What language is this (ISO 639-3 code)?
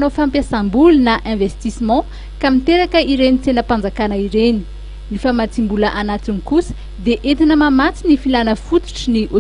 mlg